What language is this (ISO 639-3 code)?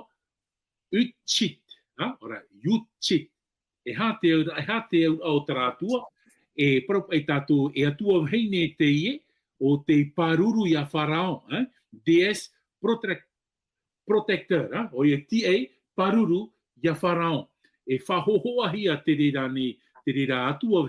tah